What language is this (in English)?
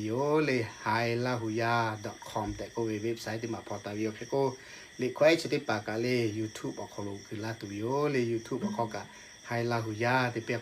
Lahu